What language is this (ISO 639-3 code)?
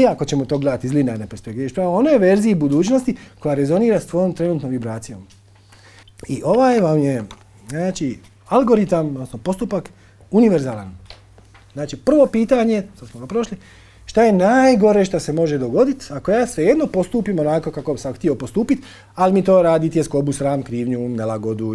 hrv